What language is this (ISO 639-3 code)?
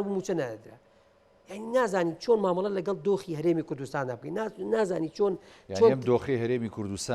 ckb